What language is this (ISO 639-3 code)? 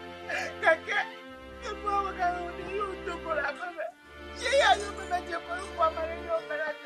ewe